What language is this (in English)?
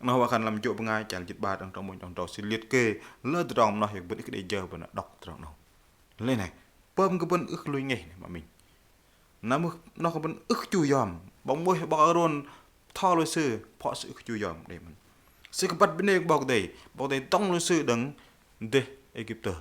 Bahnar